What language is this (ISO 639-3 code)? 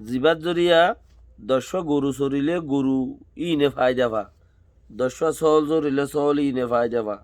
rhg